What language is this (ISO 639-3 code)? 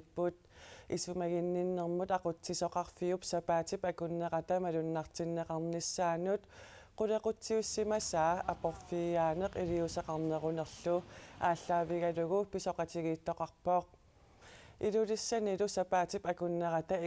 kal